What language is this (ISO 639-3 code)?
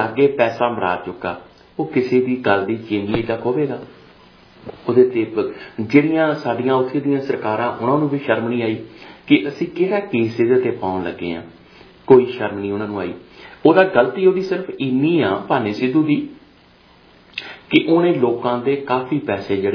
pan